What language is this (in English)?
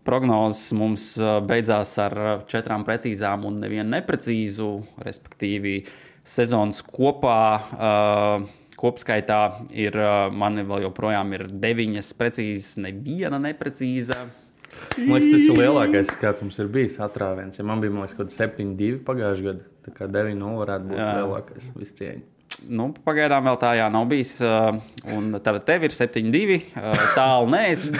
Latvian